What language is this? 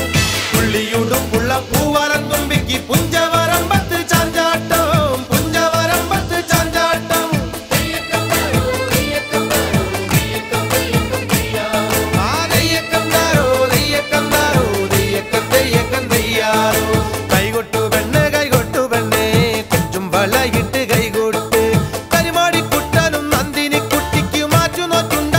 Malayalam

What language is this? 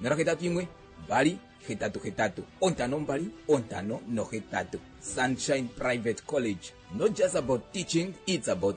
Kuanyama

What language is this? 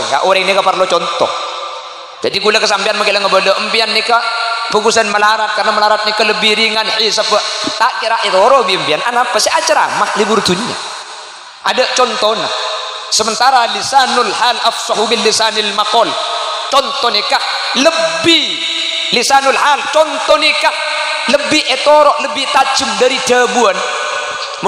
Madurese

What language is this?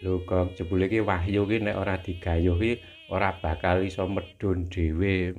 Javanese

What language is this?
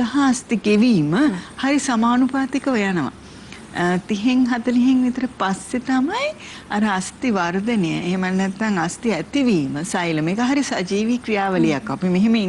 Sinhala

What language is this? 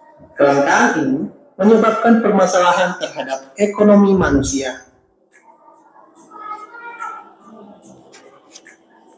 Indonesian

